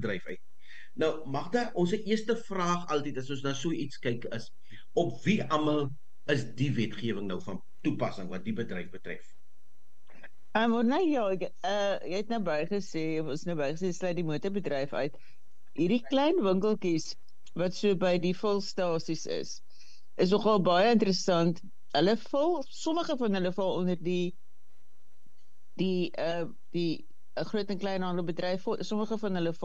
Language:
Afrikaans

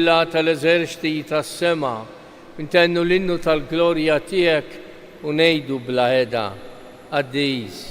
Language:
Maltese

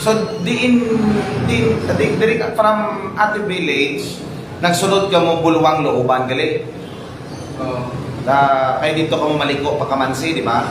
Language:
Hiligaynon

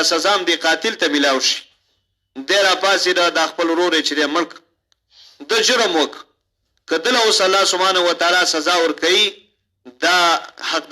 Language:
Pashto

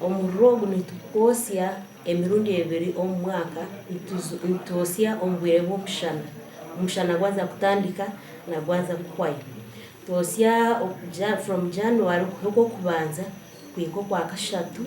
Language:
Nyankole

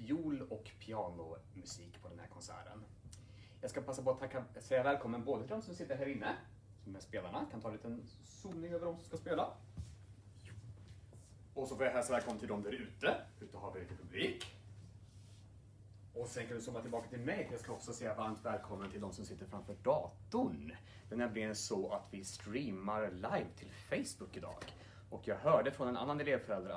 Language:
Swedish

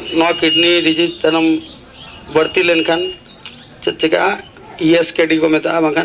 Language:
Santali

